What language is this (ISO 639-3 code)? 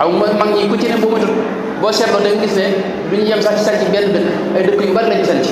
wol